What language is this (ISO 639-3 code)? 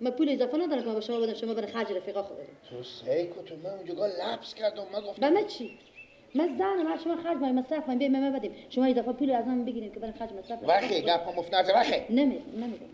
fas